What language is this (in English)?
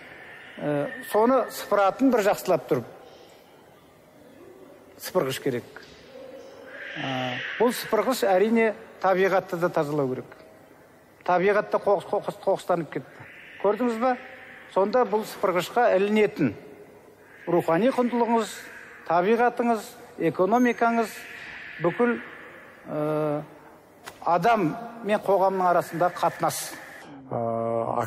Kazakh